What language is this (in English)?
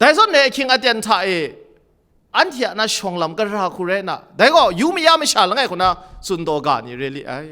Kachin